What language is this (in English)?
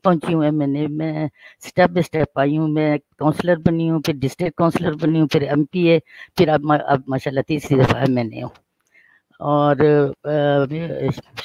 Urdu